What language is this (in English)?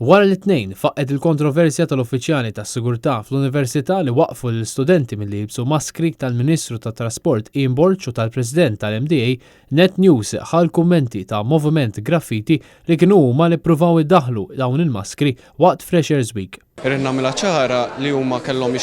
Maltese